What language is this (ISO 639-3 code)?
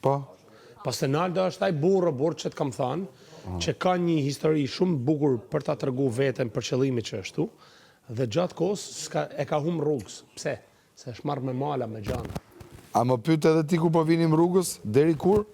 sqi